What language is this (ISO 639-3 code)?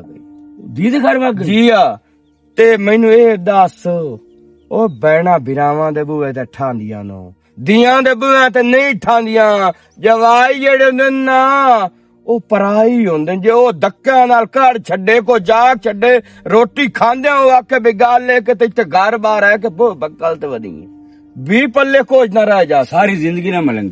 lah